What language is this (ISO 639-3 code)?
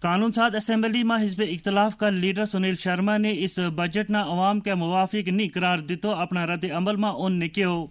gju